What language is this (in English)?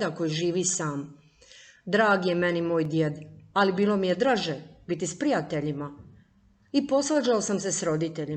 Croatian